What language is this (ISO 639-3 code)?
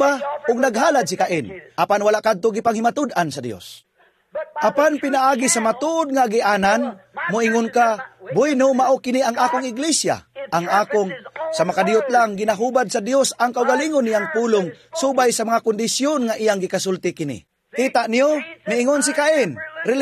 ceb